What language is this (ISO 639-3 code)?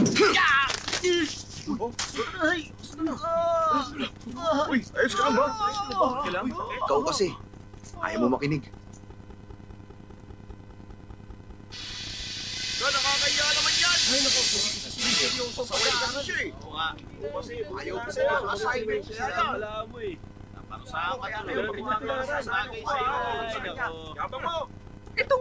fil